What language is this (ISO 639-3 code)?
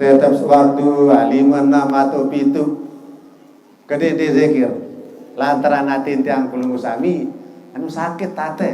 sas